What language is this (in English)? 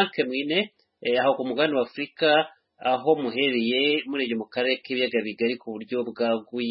Kinyarwanda